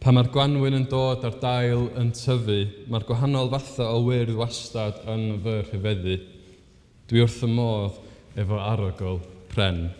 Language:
Welsh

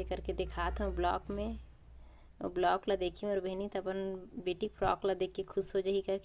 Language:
Chhattisgarhi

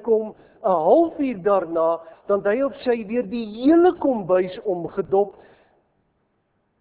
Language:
Afrikaans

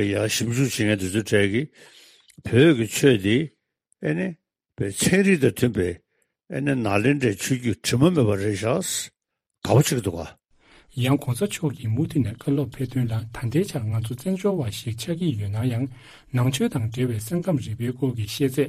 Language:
Tibetan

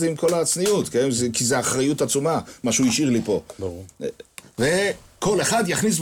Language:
Hebrew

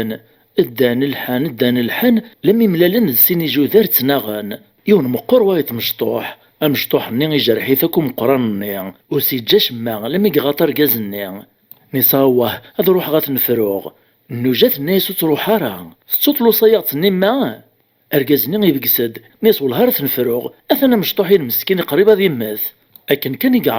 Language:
Kabyle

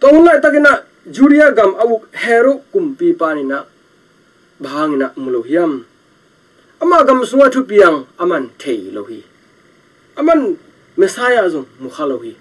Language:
Tedim Chin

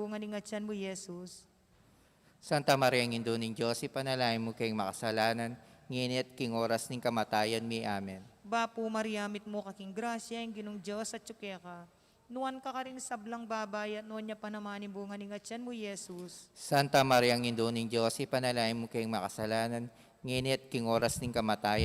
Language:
Pampanga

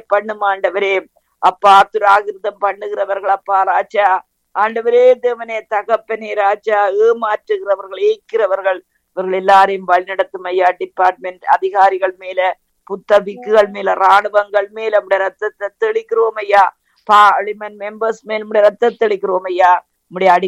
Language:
Tamil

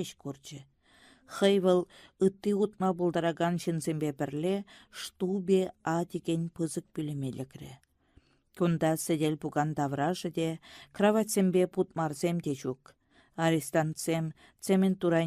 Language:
Chuvash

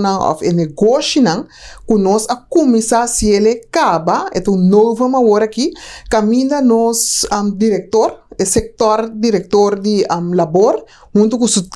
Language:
Papiamento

